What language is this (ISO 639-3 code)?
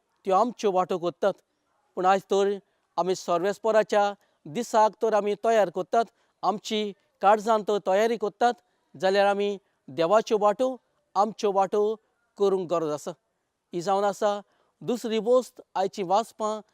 kok